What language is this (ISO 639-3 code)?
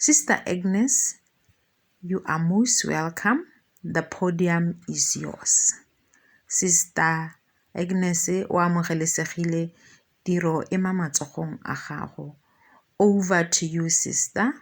tsn